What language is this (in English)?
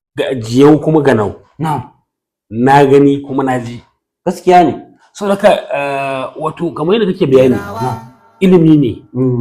Hausa